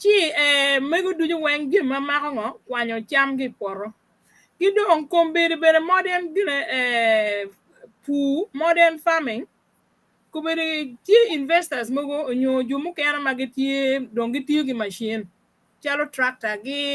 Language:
Acoli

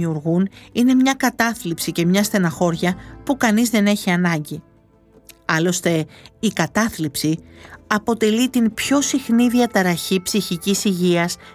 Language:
Greek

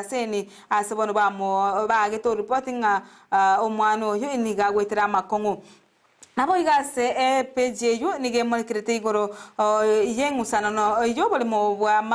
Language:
Gusii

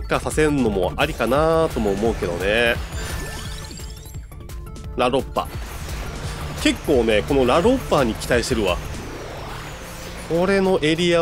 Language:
Japanese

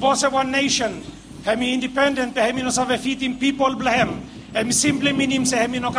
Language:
Bislama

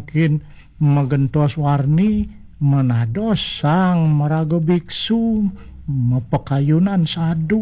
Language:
Balinese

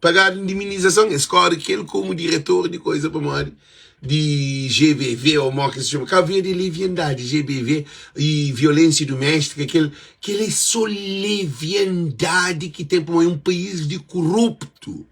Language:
Kabuverdianu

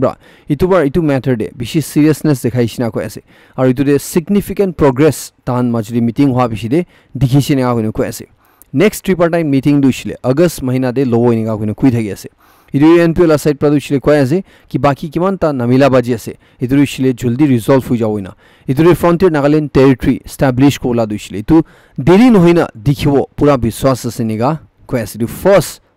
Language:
Naga Pidgin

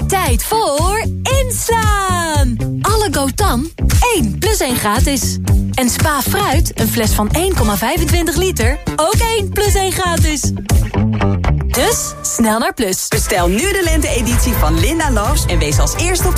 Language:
Dutch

